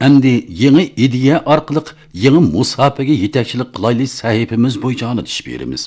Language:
Uyghur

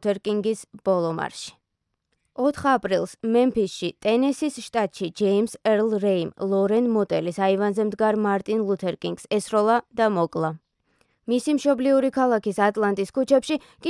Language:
Georgian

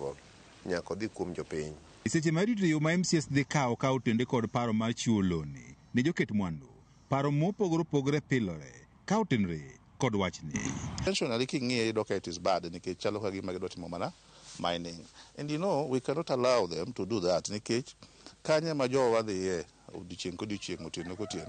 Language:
Luo (Kenya and Tanzania)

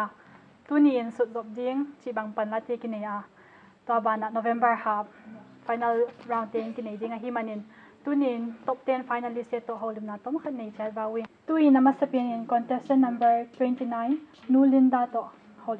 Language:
Paite Chin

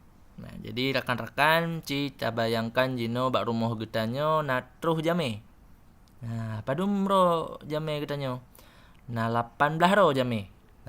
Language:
Achinese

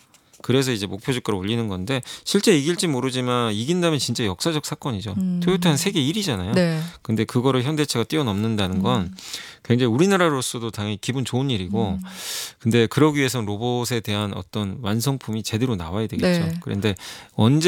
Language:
Korean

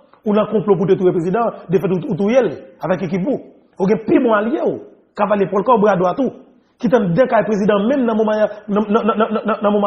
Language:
Haitian Creole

